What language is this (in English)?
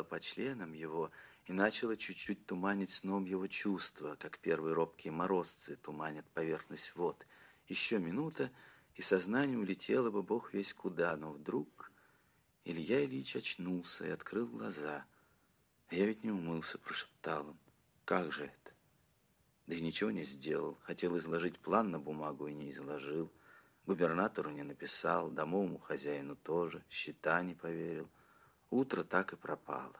Russian